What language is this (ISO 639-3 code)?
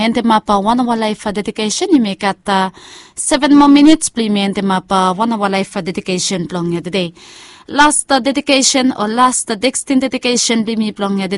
bis